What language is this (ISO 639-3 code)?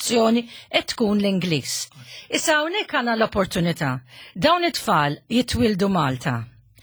mlt